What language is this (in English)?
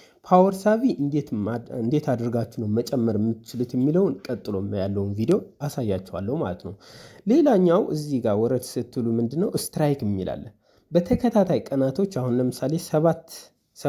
Amharic